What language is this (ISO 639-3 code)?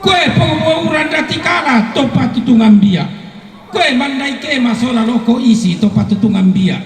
sda